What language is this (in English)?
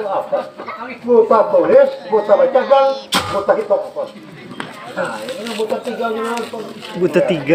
Banjar